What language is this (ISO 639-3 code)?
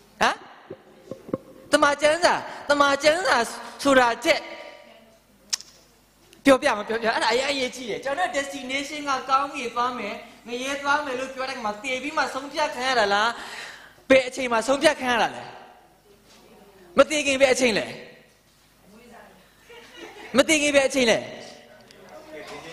mya